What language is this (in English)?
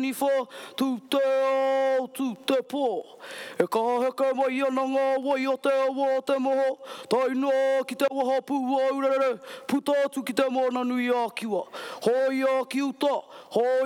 Māori